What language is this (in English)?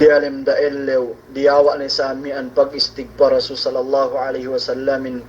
Yakan